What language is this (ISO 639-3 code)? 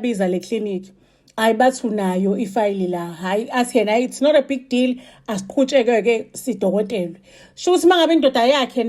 zul